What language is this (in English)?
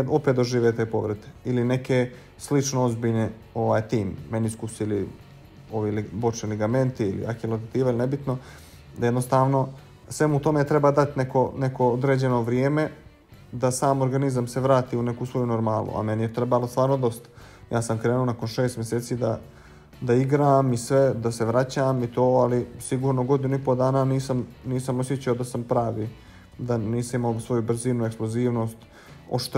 Bosnian